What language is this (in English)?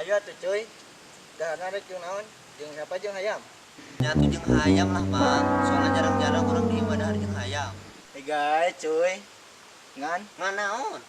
Sundanese